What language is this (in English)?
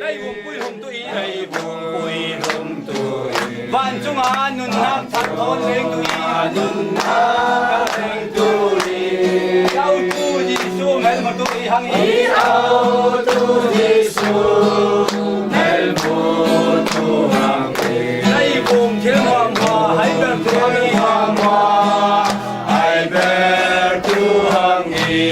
Falam Chin